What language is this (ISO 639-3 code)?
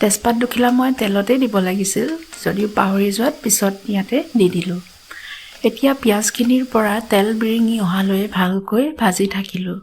asm